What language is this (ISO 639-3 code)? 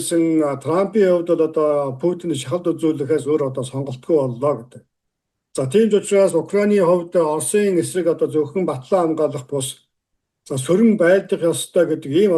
mon